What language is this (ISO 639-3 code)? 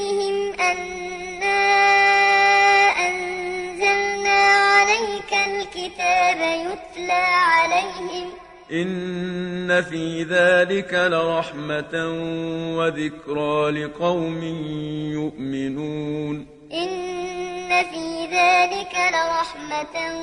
ara